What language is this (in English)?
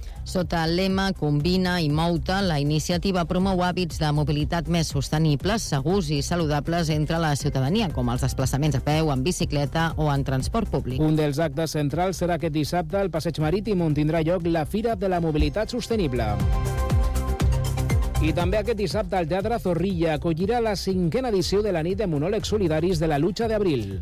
Catalan